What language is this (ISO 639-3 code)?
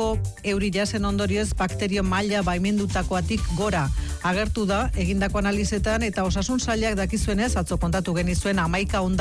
eus